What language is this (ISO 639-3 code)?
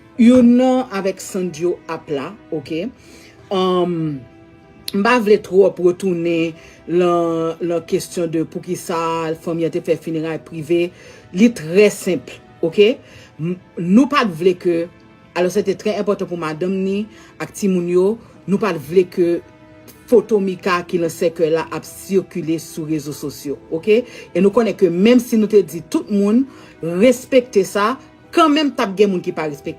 hat